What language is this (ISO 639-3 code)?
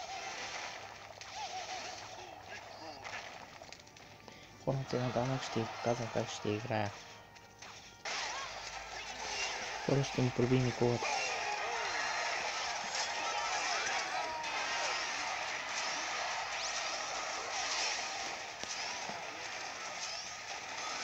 bul